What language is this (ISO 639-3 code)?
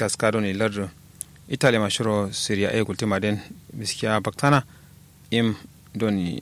kau